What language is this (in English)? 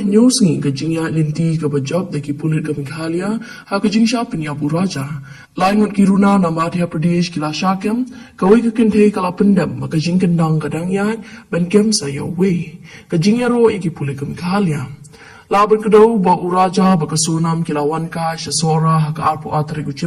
Khasi